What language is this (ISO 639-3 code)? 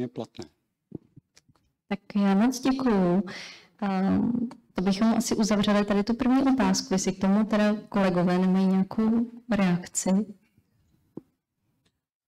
ces